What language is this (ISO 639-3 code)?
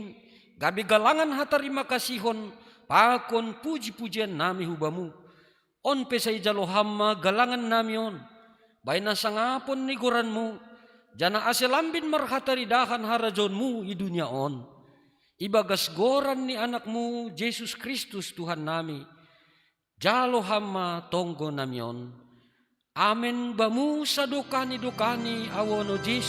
bts